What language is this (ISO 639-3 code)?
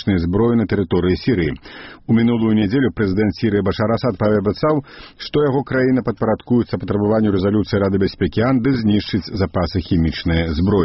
bel